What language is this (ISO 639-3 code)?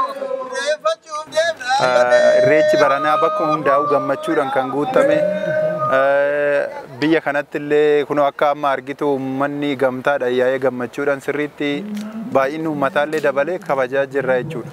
orm